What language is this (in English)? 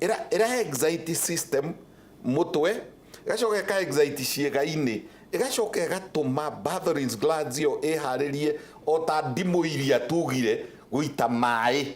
Kikuyu